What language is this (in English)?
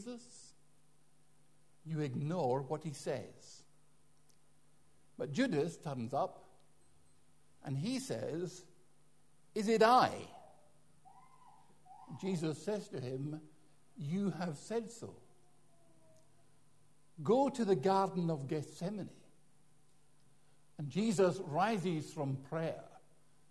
English